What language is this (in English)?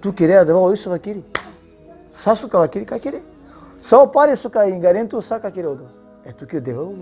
Balkan Romani